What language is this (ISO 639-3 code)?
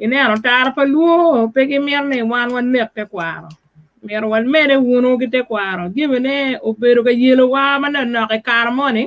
ach